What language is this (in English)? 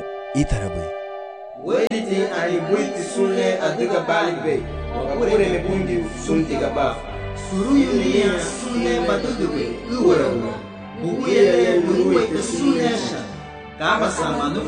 Garifuna